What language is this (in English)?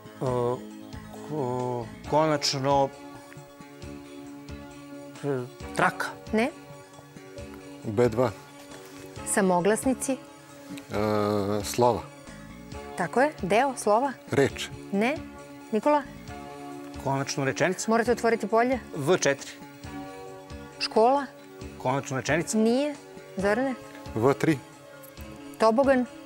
Serbian